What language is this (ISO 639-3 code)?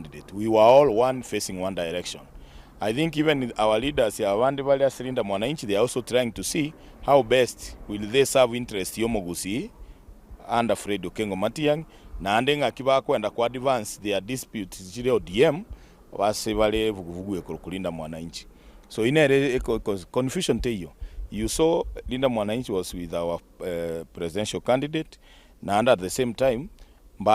guz